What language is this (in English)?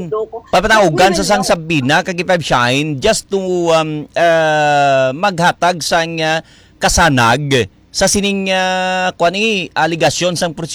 Hiligaynon